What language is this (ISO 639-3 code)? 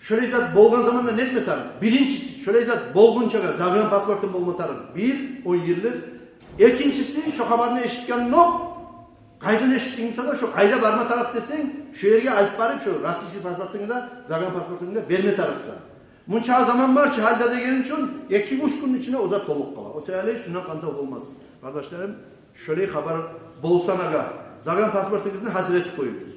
kum